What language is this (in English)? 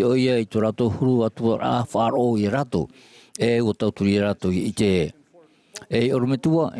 Tahitian